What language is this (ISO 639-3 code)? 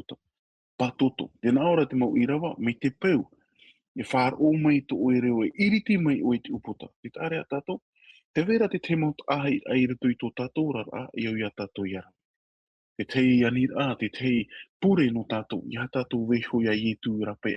tah